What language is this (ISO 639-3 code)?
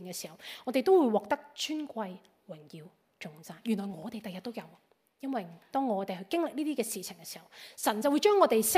yue